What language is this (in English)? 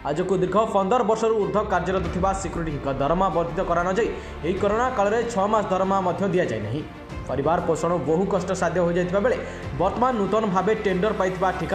Odia